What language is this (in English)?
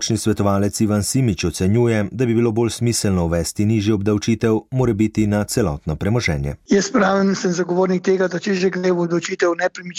Slovenian